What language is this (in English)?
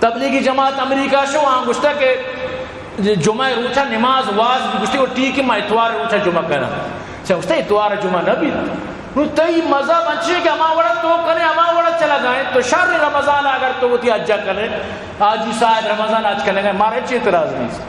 Eastern Balochi